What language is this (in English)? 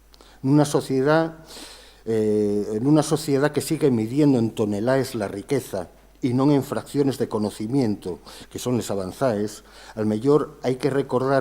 Asturian